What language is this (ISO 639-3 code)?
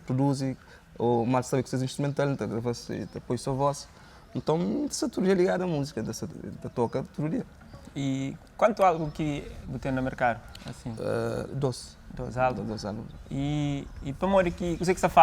kea